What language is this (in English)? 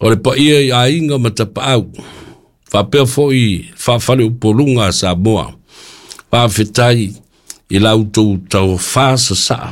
Samoan